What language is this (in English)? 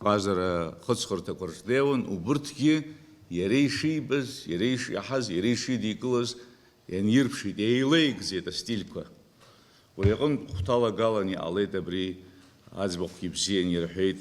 Abkhazian